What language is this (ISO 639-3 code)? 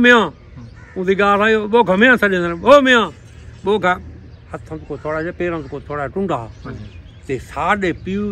skr